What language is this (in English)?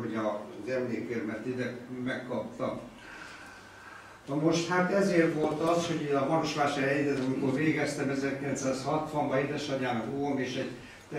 Hungarian